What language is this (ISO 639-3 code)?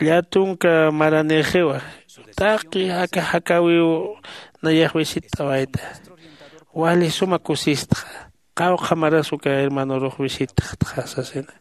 aym